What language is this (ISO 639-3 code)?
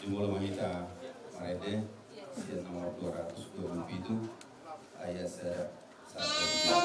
bbc